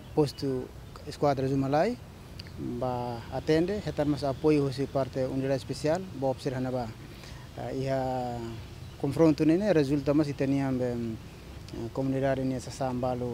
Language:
Tetum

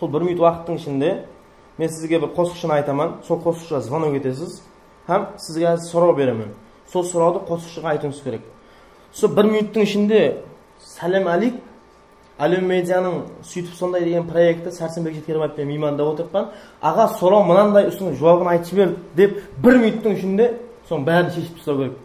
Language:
Kara-Kalpak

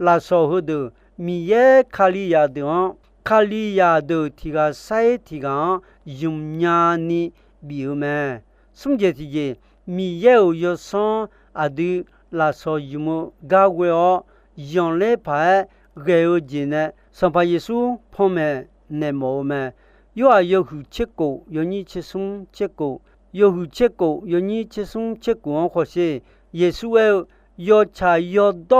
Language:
Akha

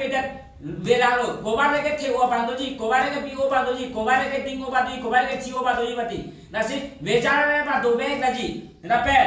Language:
Karbi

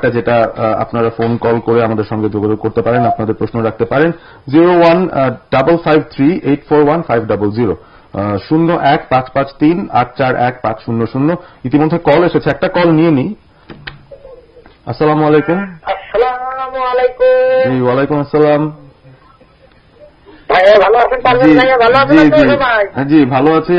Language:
Bangla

